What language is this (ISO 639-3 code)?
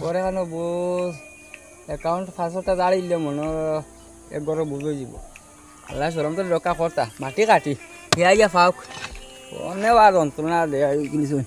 syl